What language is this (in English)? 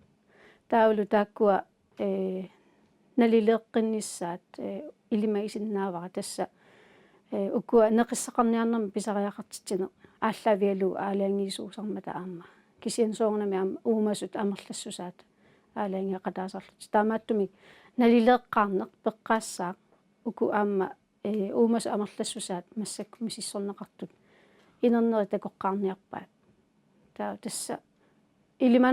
Kalaallisut